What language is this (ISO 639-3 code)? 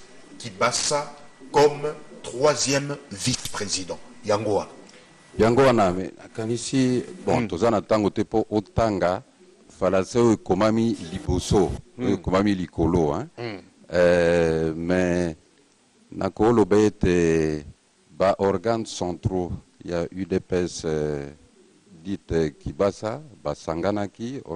lin